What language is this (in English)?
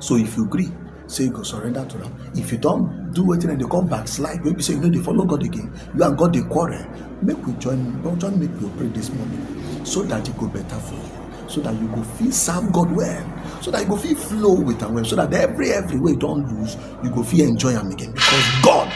Nigerian Pidgin